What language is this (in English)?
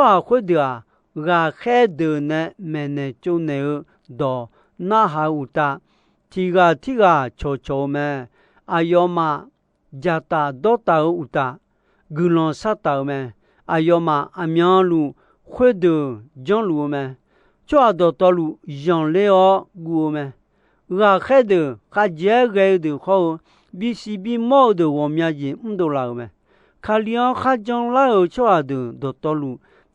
Akha